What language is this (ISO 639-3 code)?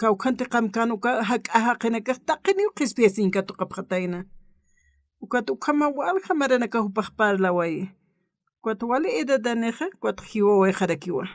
aym